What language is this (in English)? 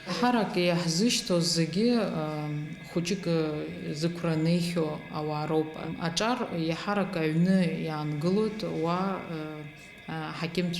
Abkhazian